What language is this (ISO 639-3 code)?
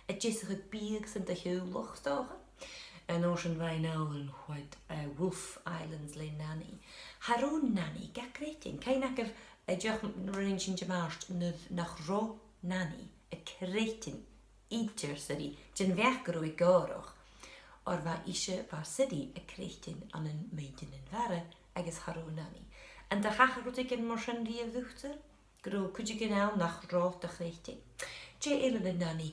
gla